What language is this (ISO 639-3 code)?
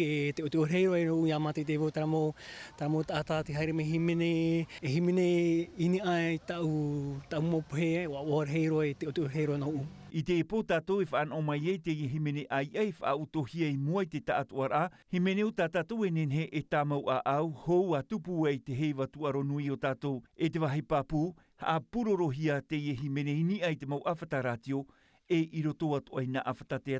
tah